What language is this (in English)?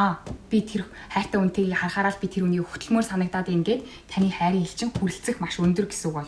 Mongolian